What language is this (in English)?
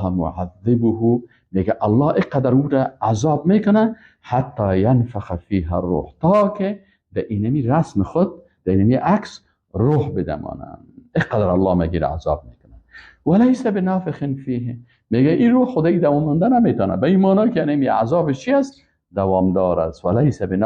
Persian